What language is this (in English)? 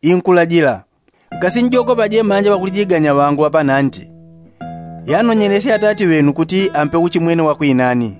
Yao